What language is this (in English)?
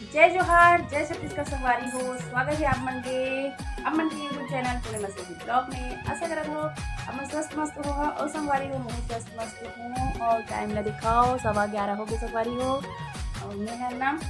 Chhattisgarhi